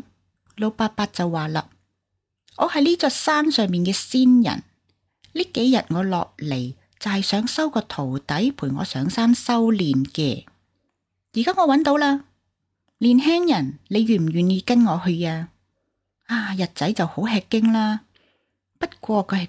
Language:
Cantonese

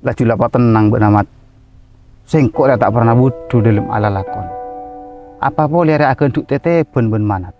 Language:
Madurese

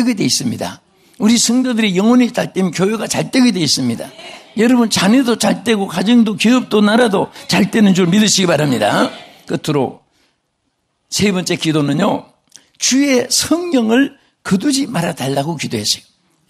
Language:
Korean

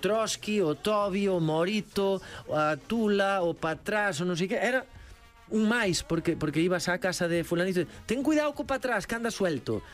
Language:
Galician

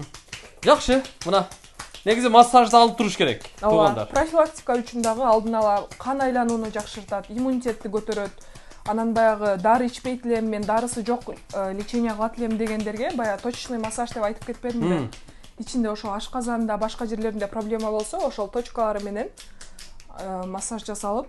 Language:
Kyrgyz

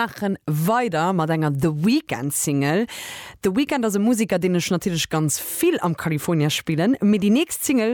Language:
Luxembourgish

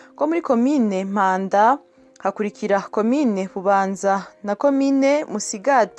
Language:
Rundi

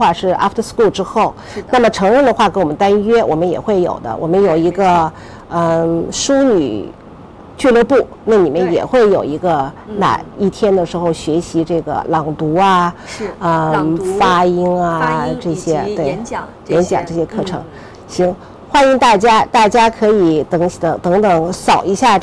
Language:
Chinese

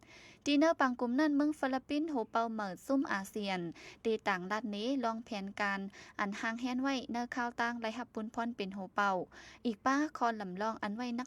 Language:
Shan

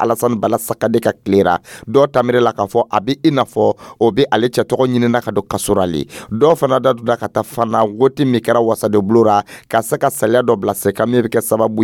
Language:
Dyula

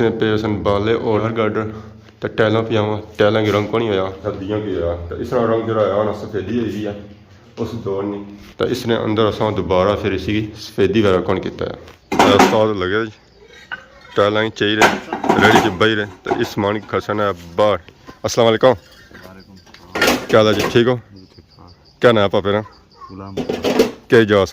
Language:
Pahari-Potwari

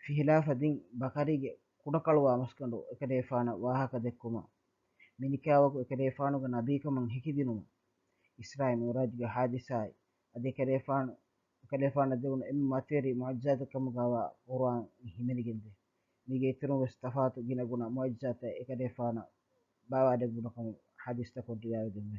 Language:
Divehi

